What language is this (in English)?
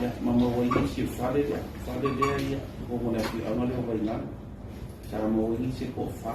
Samoan